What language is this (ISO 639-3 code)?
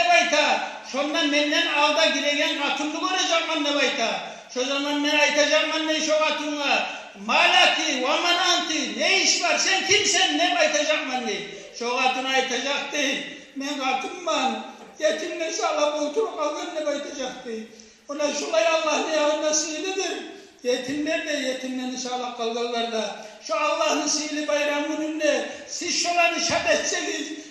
kum